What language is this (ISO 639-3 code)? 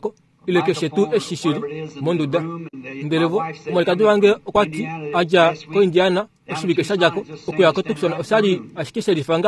kua